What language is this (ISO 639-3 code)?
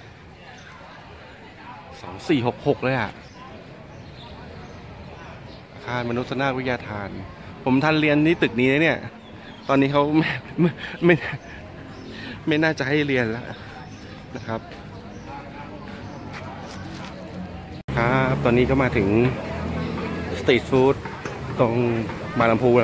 tha